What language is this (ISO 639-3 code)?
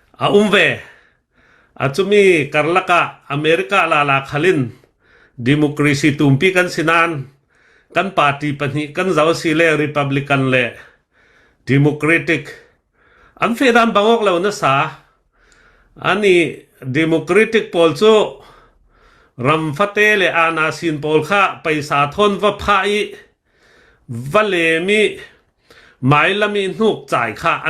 cnh